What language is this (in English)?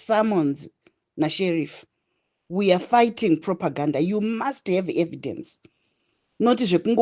Shona